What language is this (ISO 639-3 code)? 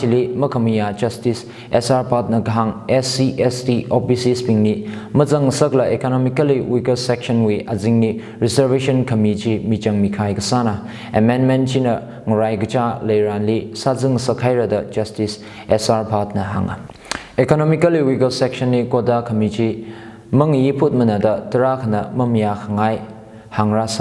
nmf